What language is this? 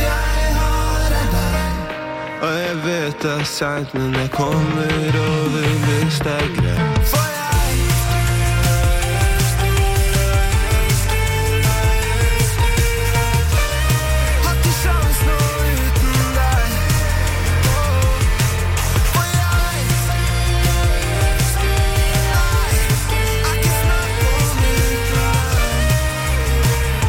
Norwegian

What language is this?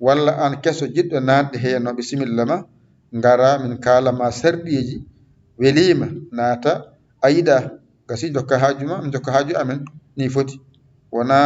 Fula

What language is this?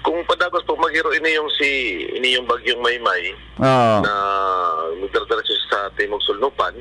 Bikol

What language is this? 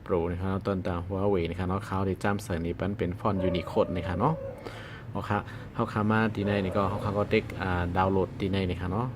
Shan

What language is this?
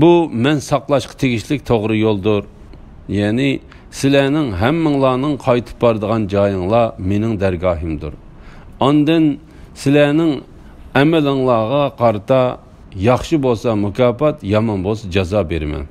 Uyghur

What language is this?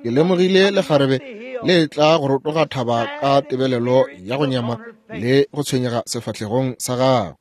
Northern Sotho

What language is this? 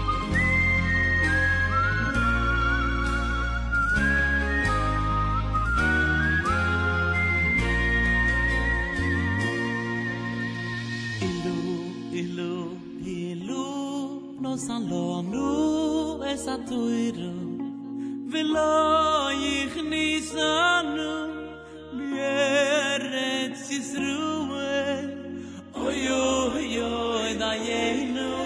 Hebrew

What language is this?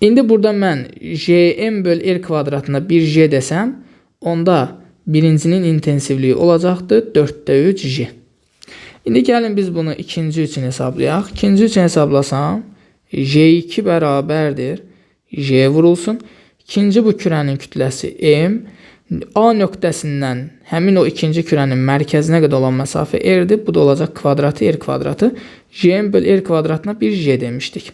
Azerbaijani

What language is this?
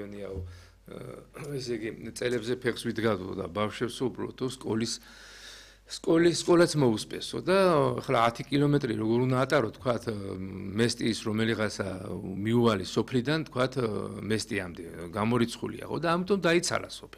Georgian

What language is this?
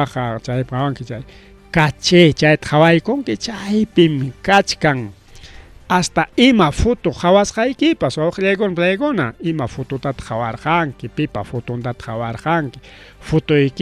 Ayacucho Quechua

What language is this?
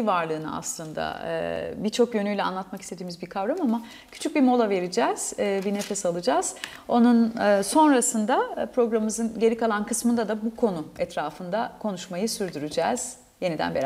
Turkish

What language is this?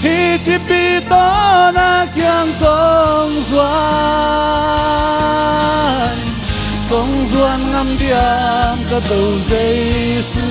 Tedim Chin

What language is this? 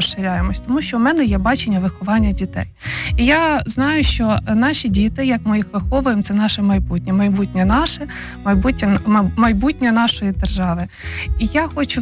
Ukrainian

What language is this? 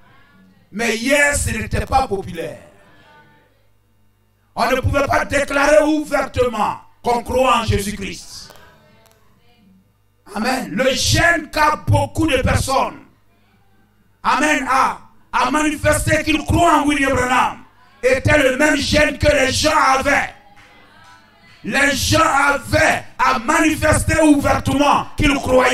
French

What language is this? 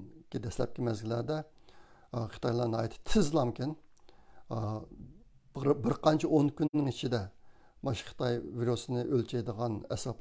Uyghur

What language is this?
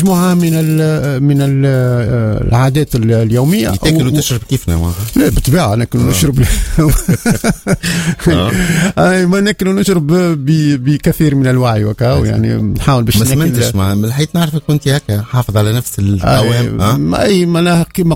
Tunisian Arabic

